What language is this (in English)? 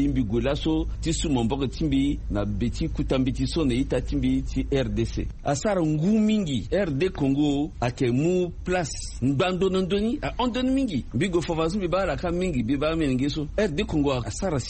Sango